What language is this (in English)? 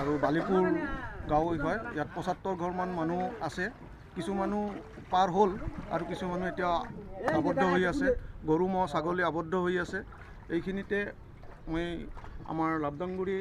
Assamese